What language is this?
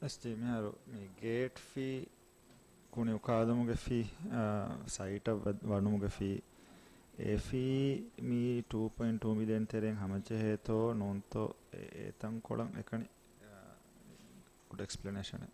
Divehi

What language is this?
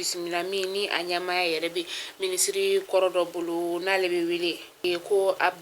Bambara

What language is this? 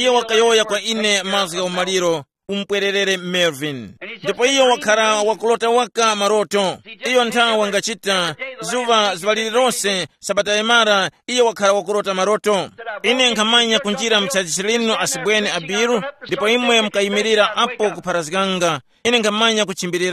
Tumbuka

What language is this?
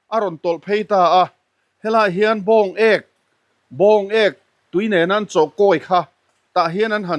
Mizo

